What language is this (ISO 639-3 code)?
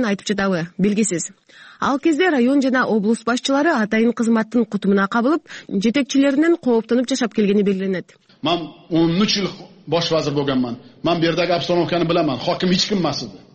kir